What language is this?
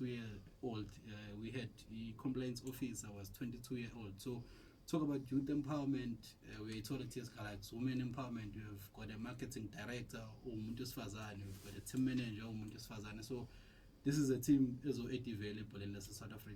Zulu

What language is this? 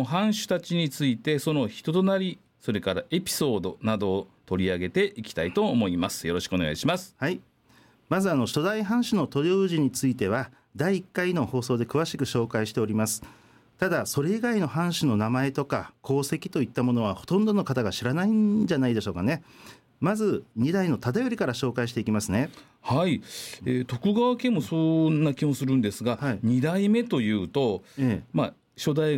Japanese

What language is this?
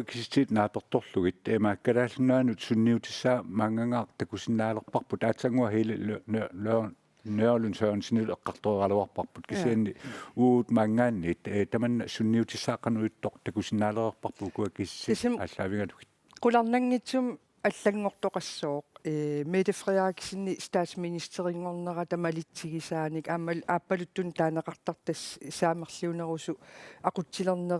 Kalaallisut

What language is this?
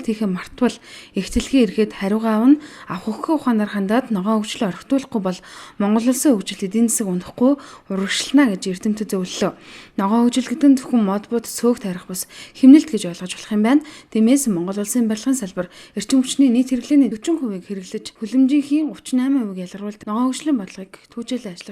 Mongolian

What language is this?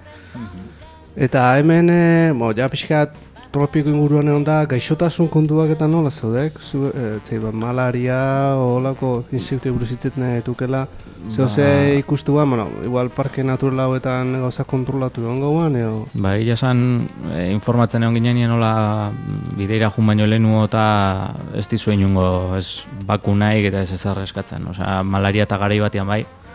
Basque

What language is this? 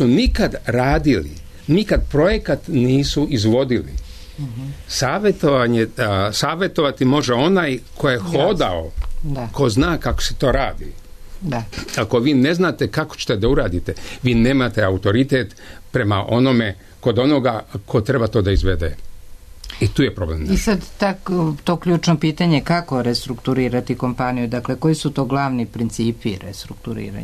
Serbian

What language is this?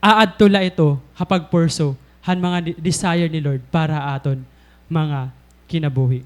Waray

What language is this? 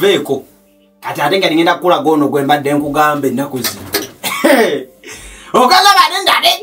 Ganda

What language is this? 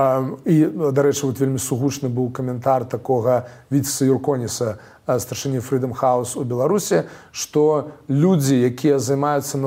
Belarusian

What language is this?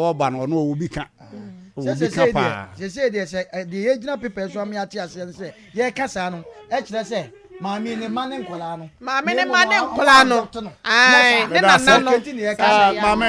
Akan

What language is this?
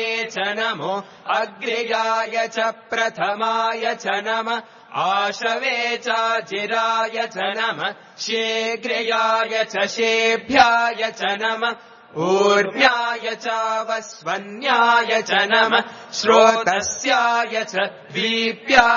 Sanskrit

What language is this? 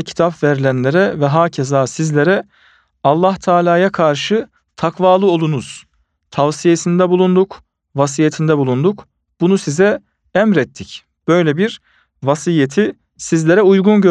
Turkish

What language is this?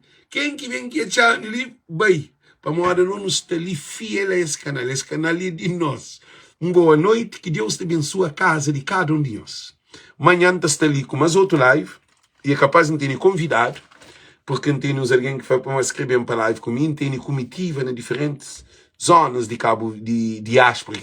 Kabuverdianu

